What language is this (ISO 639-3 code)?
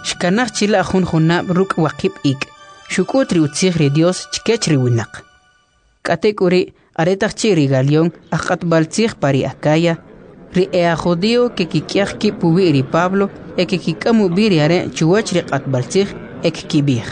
quc